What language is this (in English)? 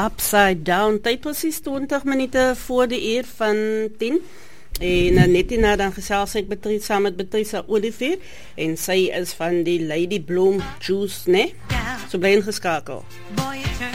Afrikaans